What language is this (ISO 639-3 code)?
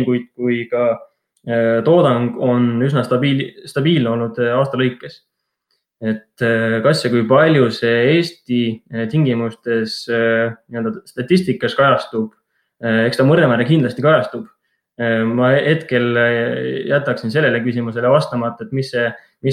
est